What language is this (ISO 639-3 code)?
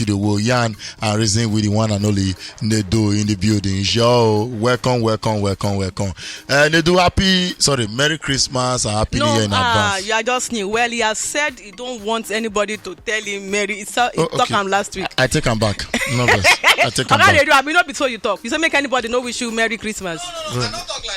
pcm